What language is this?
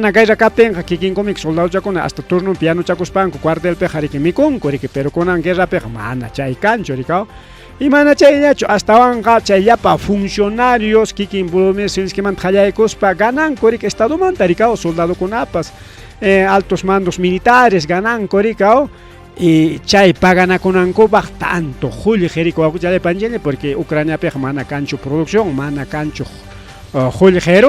Ayacucho Quechua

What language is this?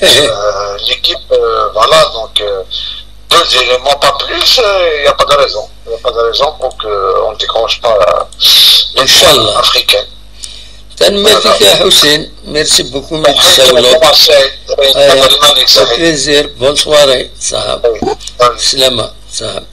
Kabyle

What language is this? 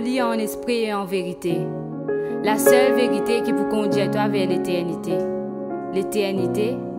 Morisyen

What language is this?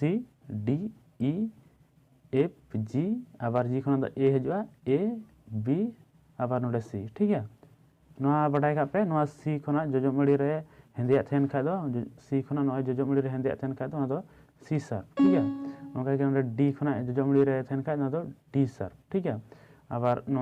Santali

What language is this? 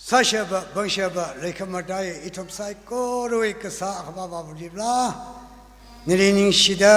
Tangkhul Naga (India)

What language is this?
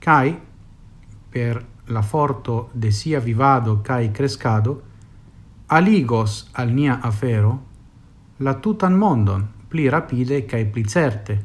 Esperanto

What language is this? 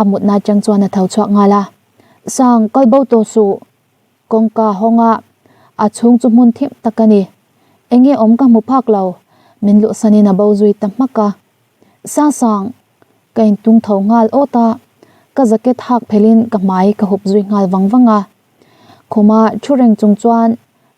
Mizo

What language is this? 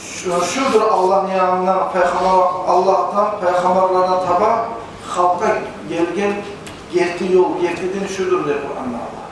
Kumyk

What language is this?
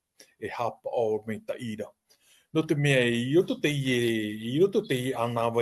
Tahitian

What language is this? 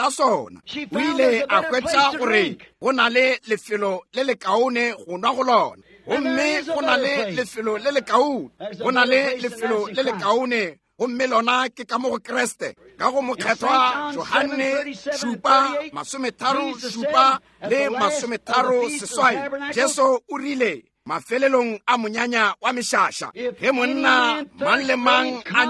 Northern Sotho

